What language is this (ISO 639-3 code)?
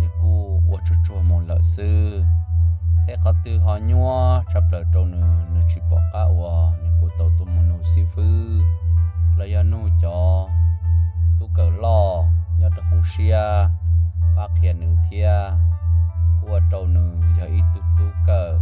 hmn